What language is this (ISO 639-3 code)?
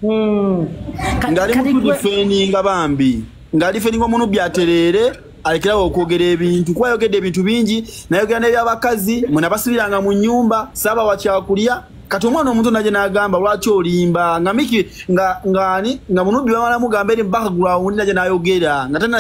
lug